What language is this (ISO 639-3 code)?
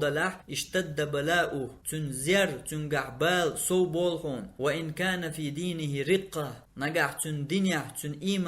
che